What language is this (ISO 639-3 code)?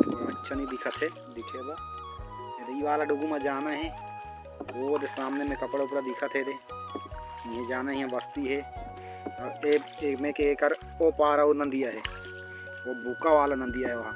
hne